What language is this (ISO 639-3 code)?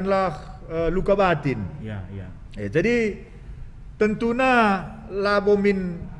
btx